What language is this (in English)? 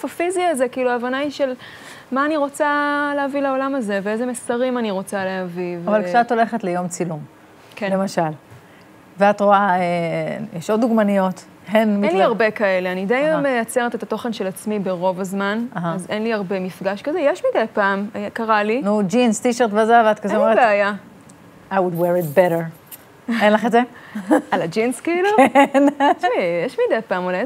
Hebrew